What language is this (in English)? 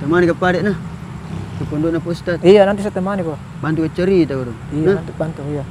Makassar Malay